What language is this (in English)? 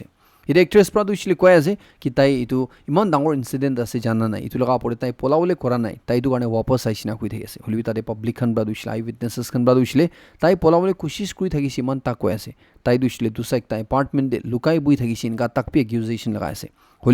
Naga Pidgin